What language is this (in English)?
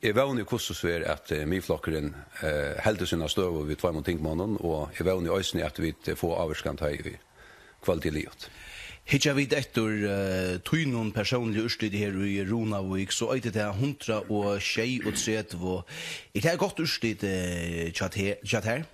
Faroese